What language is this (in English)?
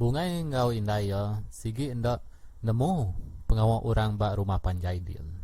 Iban